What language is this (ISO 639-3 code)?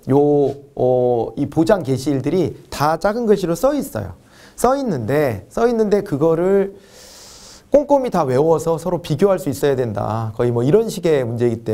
kor